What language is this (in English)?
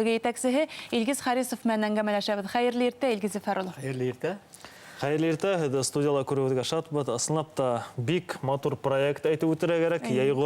Bashkir